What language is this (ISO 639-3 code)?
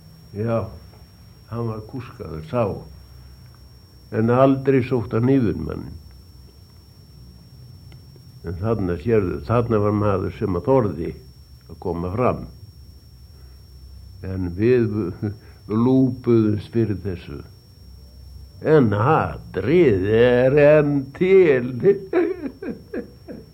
isl